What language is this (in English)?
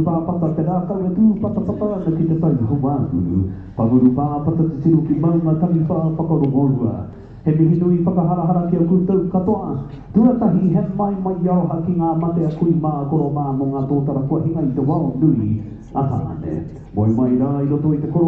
Māori